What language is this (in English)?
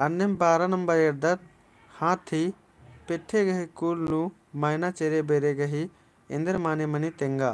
Kurukh